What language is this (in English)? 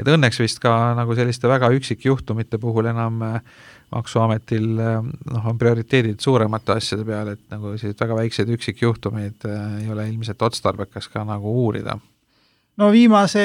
Estonian